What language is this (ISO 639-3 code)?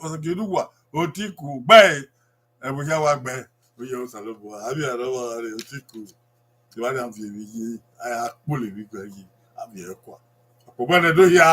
bin